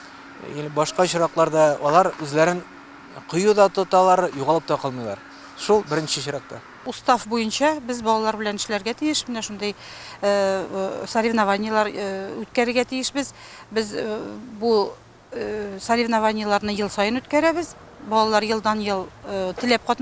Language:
Tatar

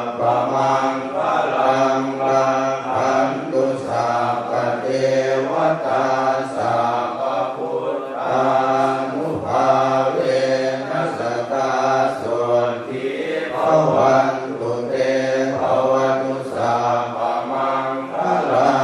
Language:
Pali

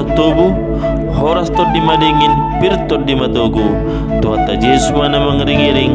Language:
Batak Toba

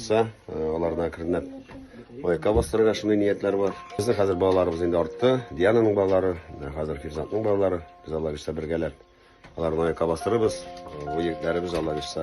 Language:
Tatar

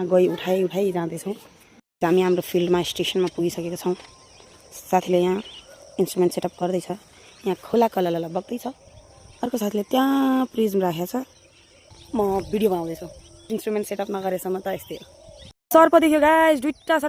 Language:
Nepali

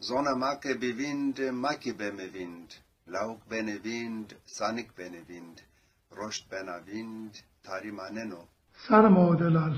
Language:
Zaza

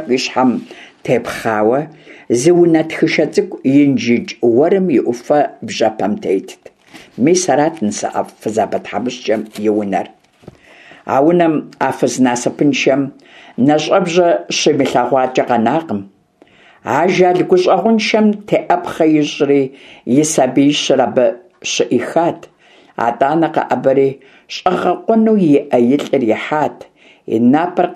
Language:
Kabardian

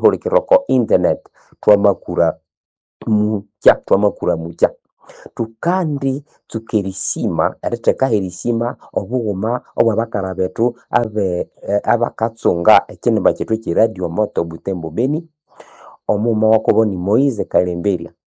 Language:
Nande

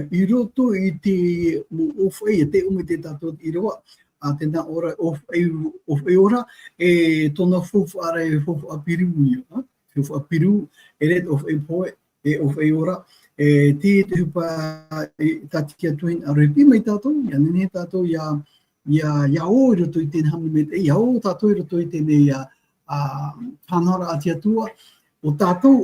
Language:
Tahitian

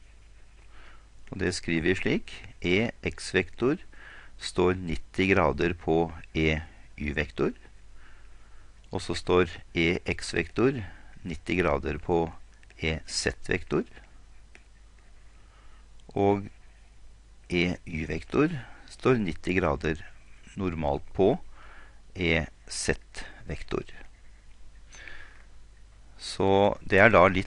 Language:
Norwegian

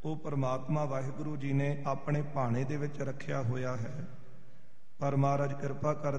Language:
Punjabi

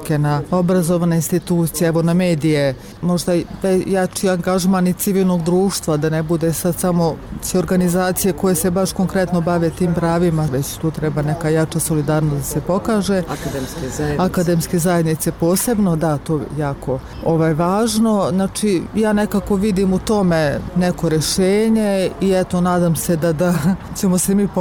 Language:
Bosnian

